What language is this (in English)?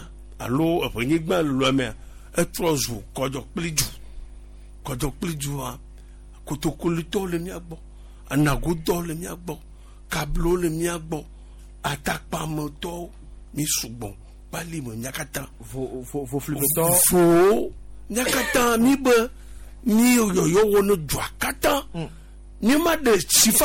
Gen